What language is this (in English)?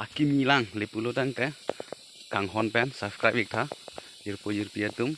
Karbi